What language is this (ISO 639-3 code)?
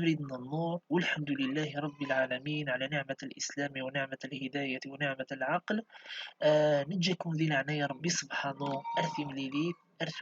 kab